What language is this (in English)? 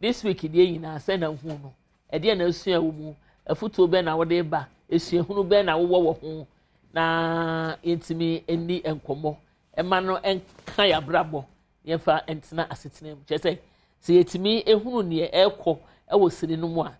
Akan